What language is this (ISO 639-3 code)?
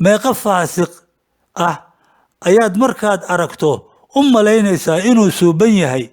som